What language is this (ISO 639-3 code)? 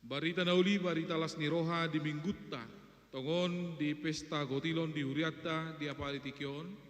bbc